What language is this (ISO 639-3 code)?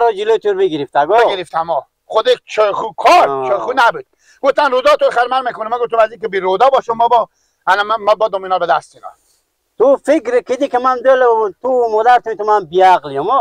fas